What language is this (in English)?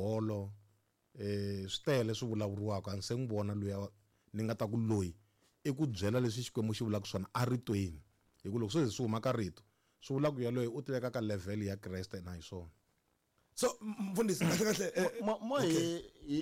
Tsonga